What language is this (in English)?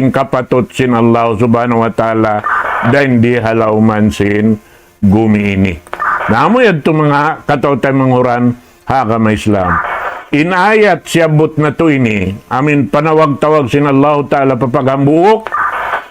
Tausug